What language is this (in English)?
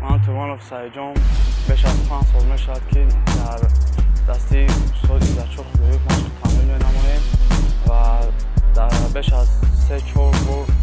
Tajik